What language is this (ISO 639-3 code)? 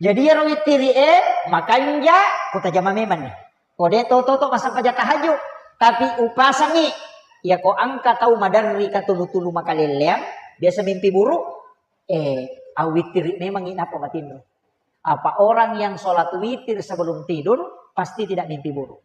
bug